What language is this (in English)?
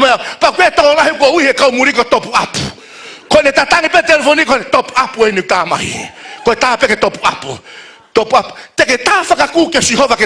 Tongan